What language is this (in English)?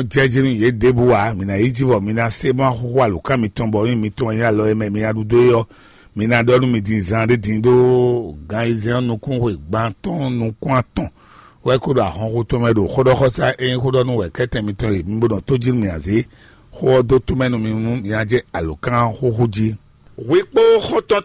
Fon